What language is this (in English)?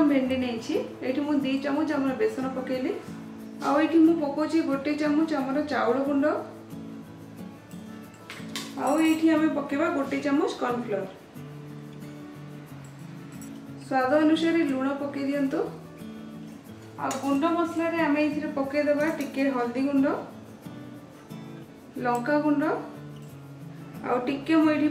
Odia